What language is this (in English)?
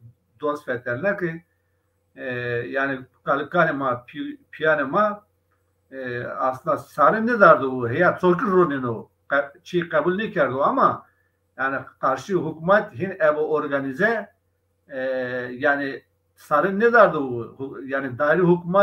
Zaza